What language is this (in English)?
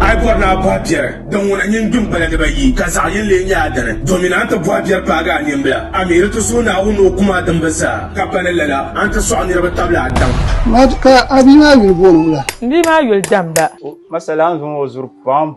Dagbani